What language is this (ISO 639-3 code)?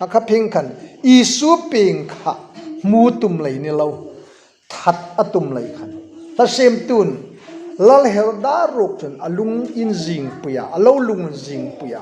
hmr